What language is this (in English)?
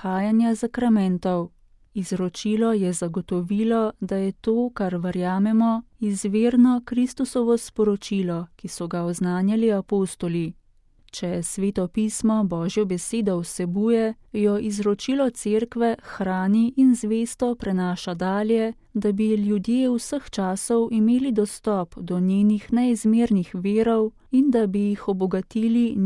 Slovenian